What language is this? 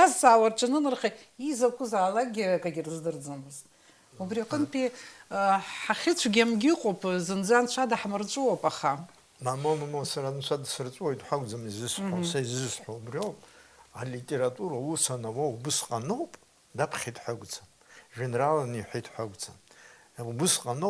Abkhazian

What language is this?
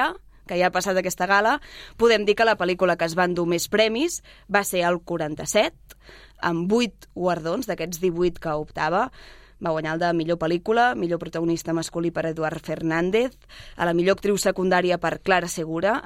Catalan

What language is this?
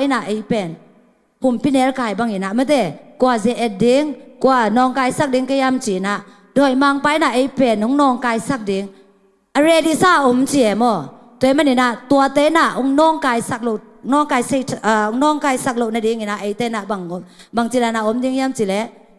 Tedim Chin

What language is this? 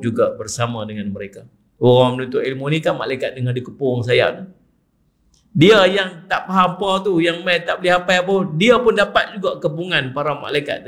Malay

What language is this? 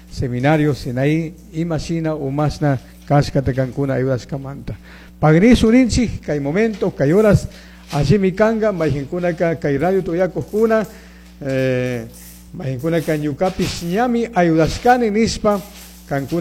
Chimborazo Highland Quichua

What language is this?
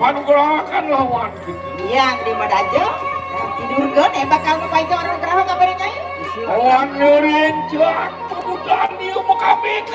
Balinese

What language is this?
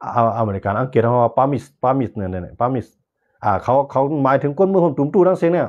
Shan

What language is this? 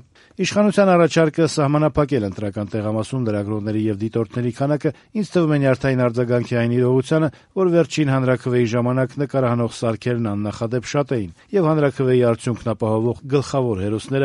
Armenian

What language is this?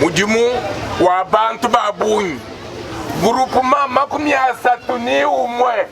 Luba-Lulua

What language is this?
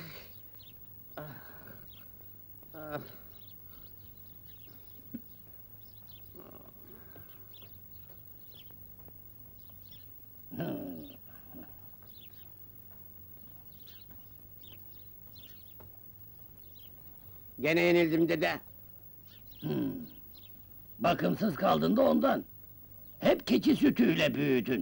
Turkish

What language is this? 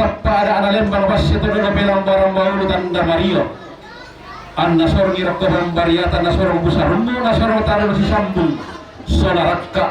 Toraja-Sa'dan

